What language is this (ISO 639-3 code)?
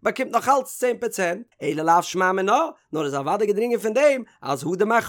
yid